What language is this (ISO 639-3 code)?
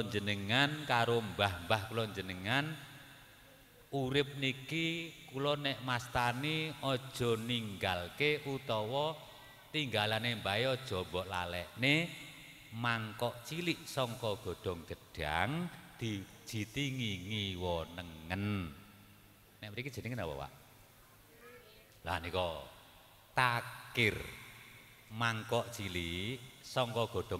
jav